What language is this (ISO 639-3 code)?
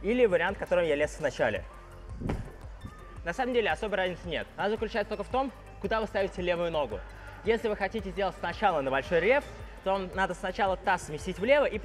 rus